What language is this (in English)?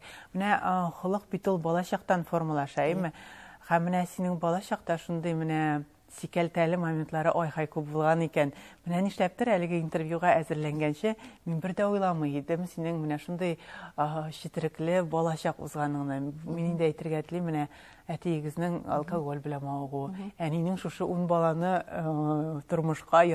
Tatar